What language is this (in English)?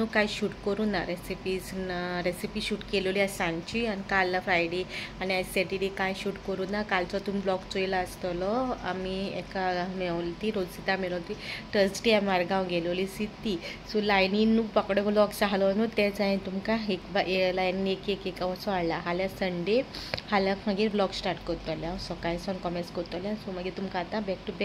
Konkani